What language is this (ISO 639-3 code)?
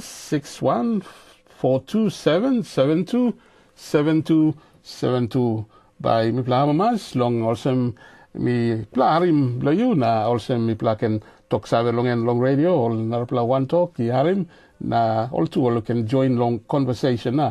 tpi